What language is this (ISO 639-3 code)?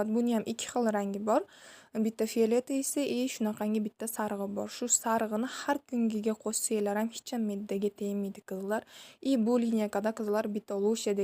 uzb